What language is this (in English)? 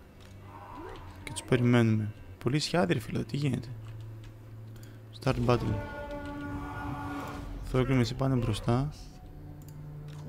Greek